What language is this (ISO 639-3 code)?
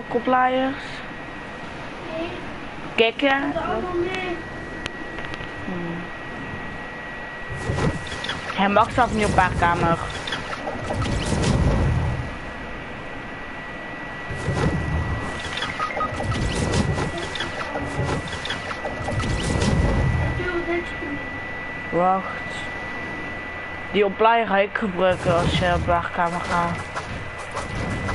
nld